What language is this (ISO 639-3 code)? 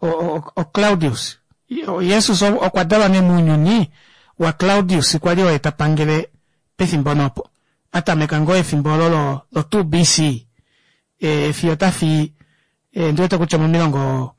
kua